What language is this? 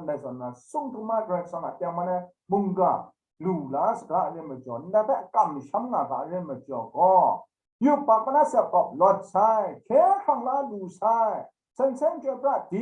Kachin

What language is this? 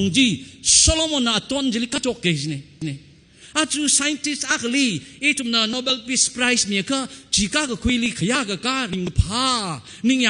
Tangkhul Naga (India)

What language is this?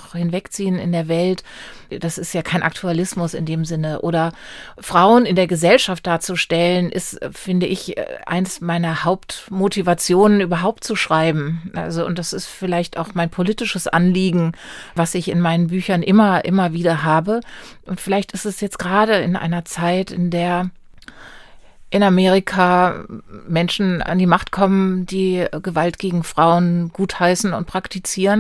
German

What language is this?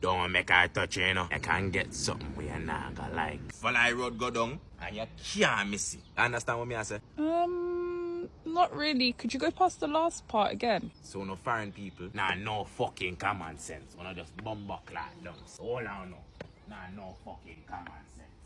Jamaican Creole English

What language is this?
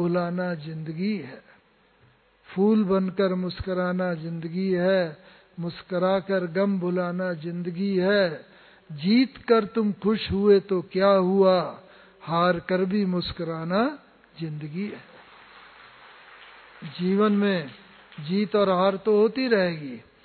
Hindi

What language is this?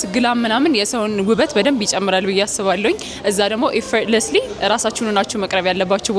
Amharic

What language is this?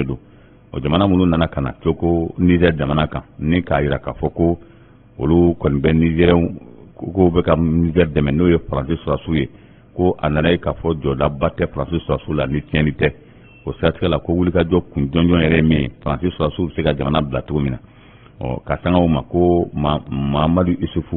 Bambara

